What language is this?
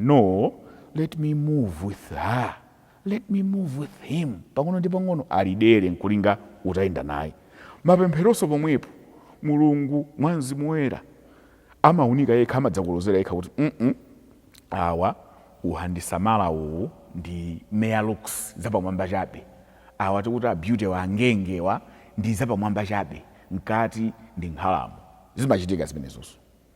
Nyanja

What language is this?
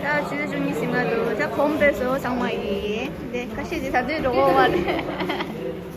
Tibetan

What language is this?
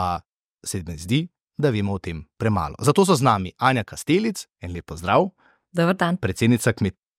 Slovenian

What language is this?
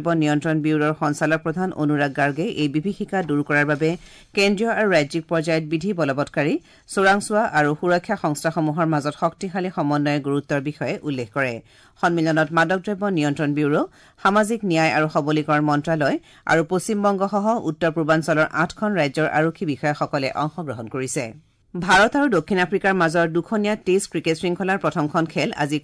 Assamese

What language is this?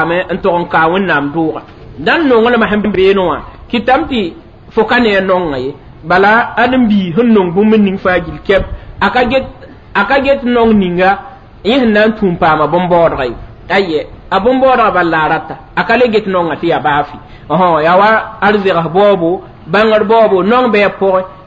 Mossi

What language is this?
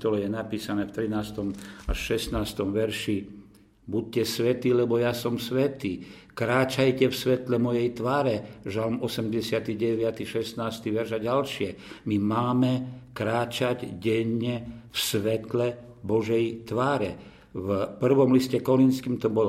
Slovak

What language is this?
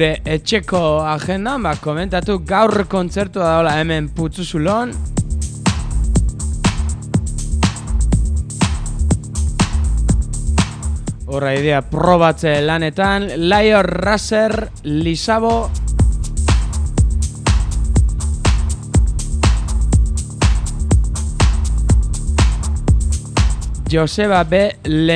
Basque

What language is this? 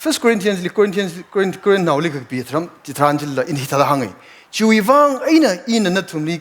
Tangkhul Naga (India)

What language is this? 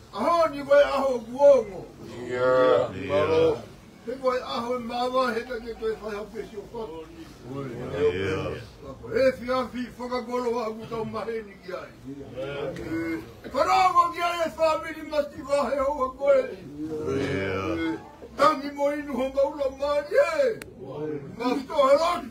Tongan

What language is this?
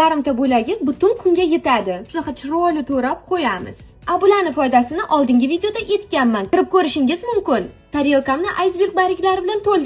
Uzbek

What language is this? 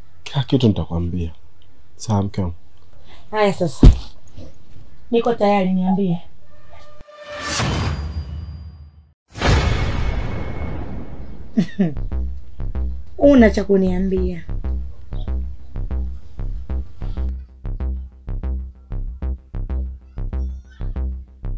Swahili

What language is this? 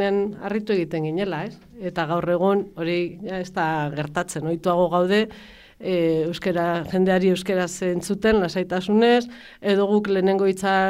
Basque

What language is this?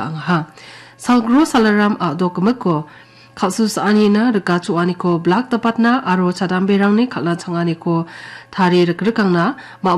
Garo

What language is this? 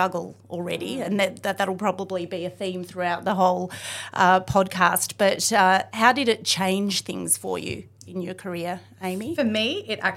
English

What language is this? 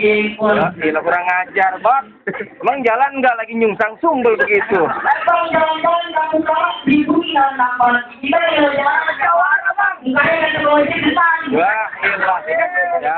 Betawi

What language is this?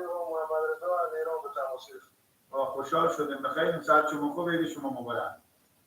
Persian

